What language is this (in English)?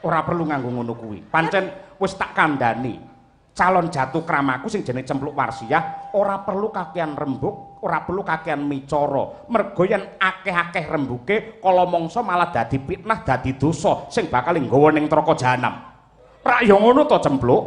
Javanese